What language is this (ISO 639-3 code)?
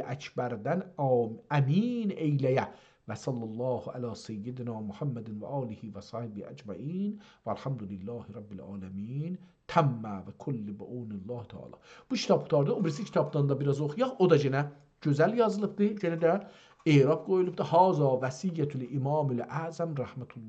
azb